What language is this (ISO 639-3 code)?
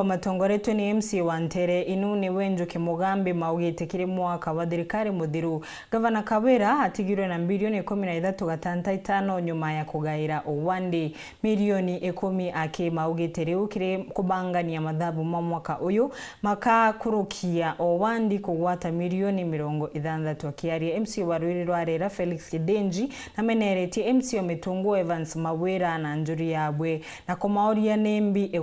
mer